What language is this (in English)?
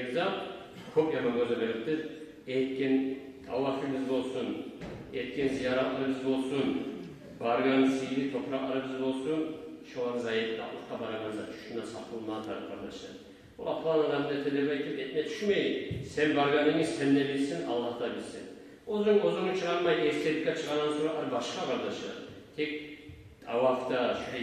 Kumyk